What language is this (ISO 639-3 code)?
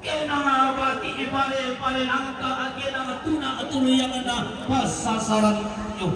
sda